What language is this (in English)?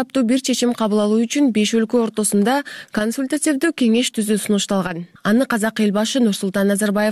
Kyrgyz